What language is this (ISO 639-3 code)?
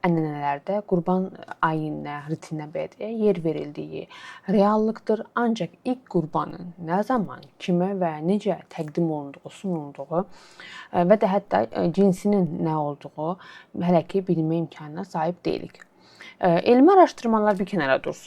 aze